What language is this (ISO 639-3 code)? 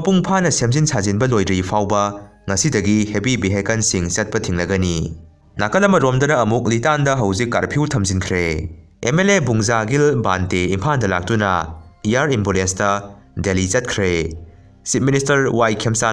mni